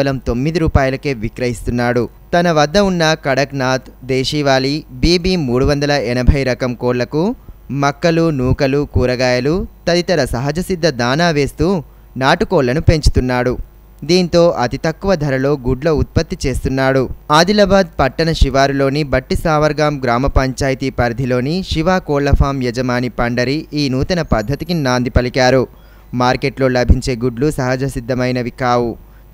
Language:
Telugu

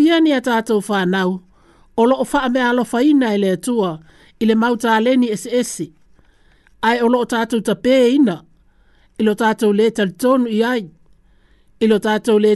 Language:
Samoan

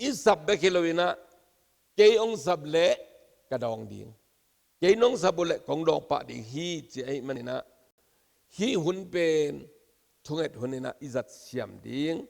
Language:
Tedim Chin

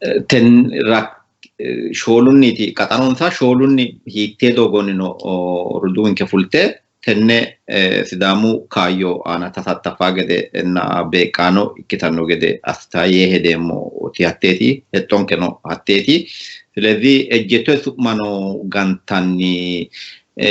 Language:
Sidamo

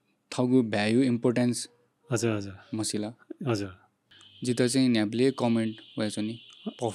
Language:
Newari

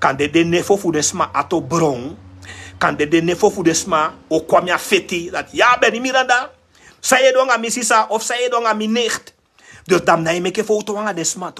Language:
Sranan Tongo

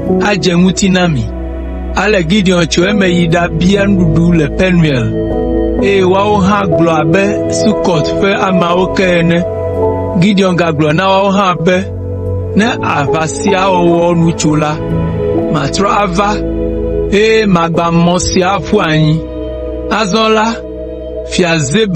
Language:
Ewe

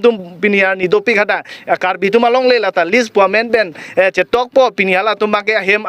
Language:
Karbi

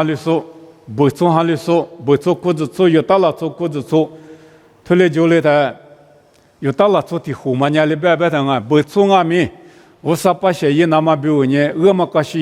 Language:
Lisu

